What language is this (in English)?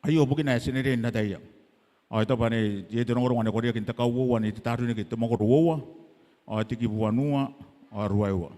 Gilbertese